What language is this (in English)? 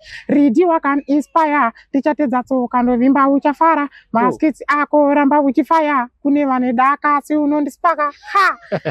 Shona